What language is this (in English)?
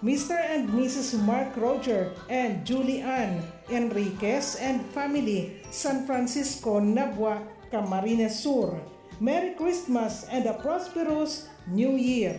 Bikol